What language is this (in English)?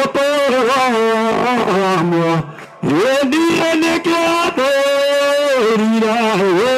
Kikuyu